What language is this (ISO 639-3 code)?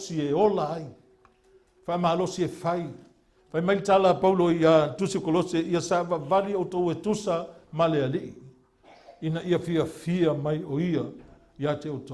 smo